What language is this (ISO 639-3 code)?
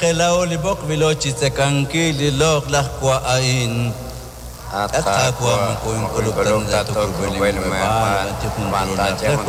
kek